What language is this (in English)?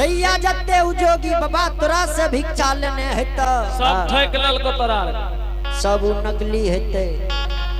Angika